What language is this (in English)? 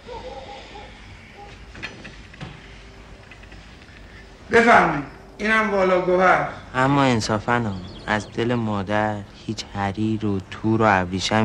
Persian